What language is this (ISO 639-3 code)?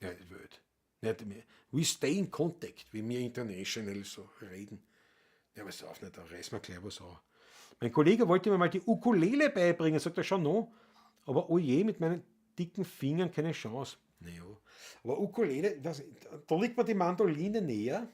bar